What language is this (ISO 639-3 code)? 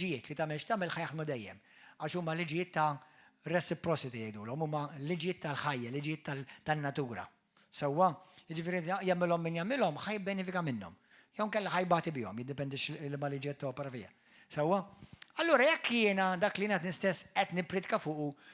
mlt